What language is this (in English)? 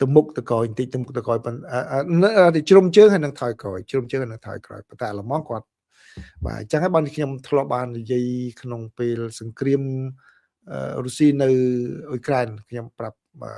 Khmer